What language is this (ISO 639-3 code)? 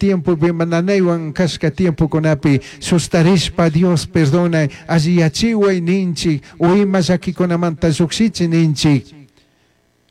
qug